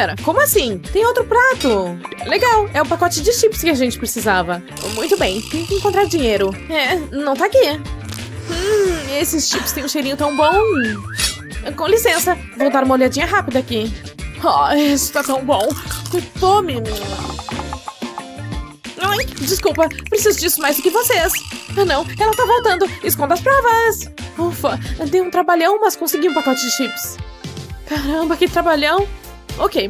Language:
Portuguese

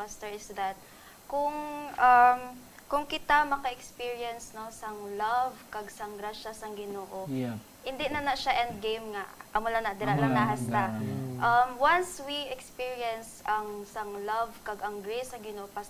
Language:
Hiligaynon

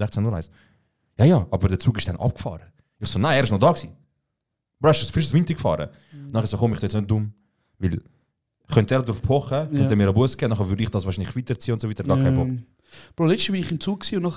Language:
Swiss German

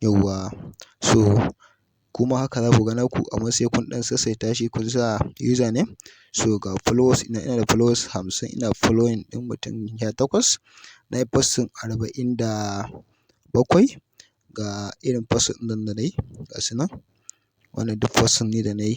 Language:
Hausa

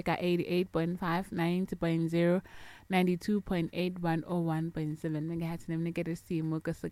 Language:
Tsonga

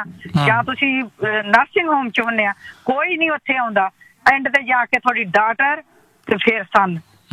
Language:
Punjabi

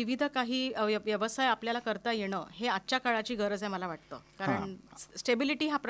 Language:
Marathi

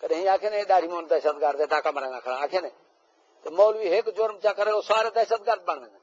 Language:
Saraiki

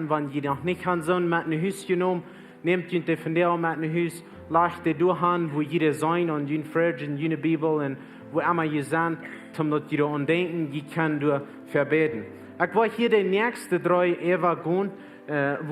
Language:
Plautdietsch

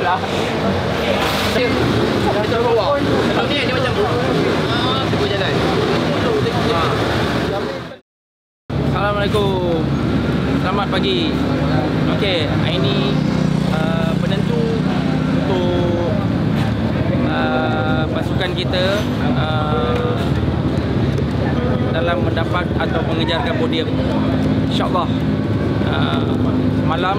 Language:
Malay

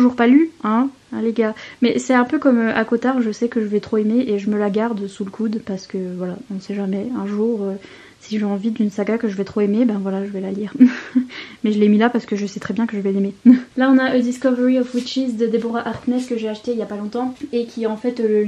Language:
French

